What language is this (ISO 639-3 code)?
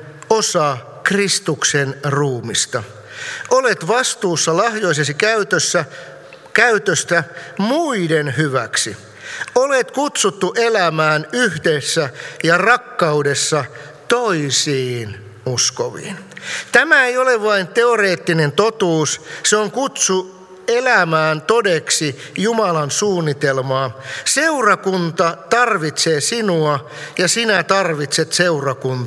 fin